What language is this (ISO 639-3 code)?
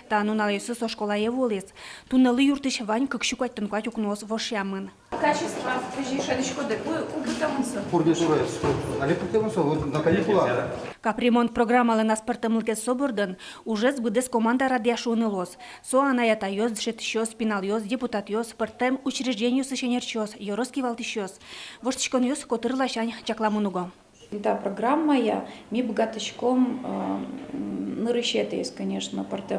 udm